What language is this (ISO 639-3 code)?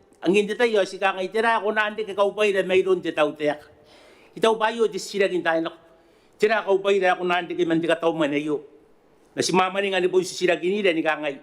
gil